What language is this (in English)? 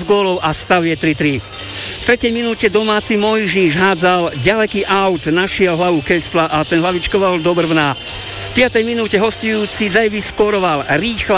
Slovak